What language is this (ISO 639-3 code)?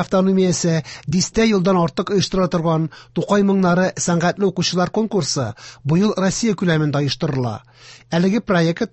tat